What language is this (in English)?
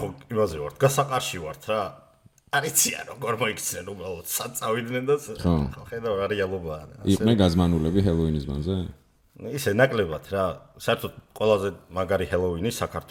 Georgian